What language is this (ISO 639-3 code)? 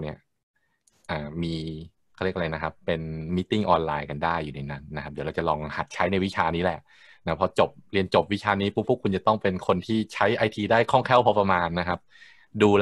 tha